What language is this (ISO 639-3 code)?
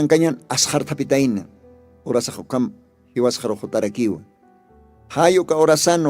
aym